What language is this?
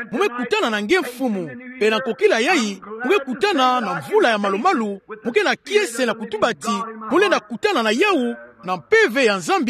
Kituba (Democratic Republic of Congo)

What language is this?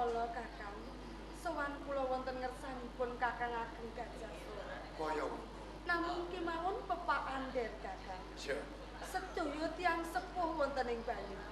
Javanese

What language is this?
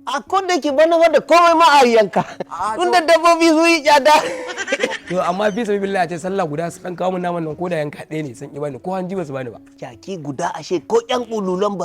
Hausa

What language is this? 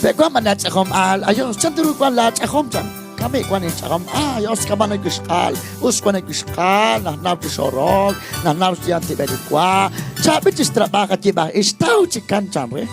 Kekchí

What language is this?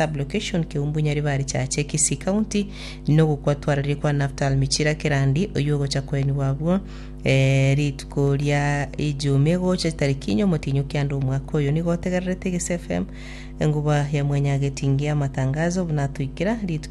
Gusii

